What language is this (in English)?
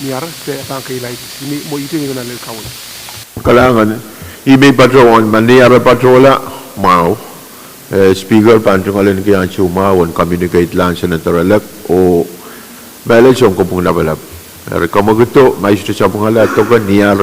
Pohnpeian